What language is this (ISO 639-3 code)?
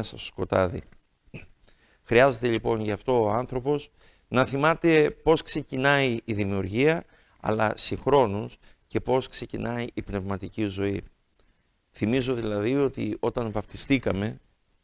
ell